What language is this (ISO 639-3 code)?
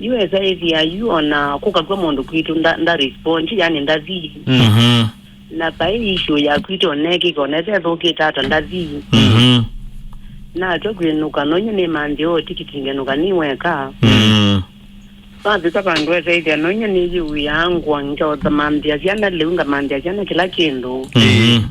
kam